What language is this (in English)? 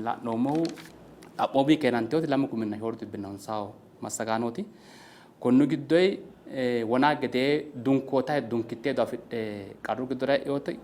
Sidamo